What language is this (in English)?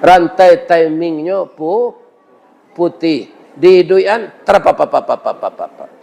Minangkabau